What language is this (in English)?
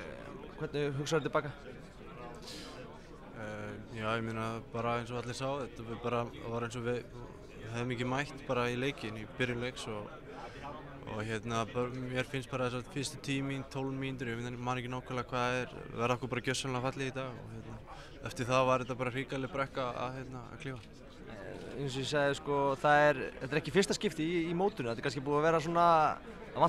Icelandic